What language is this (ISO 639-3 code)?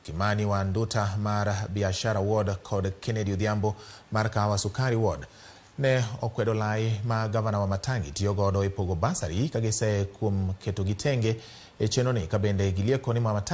luo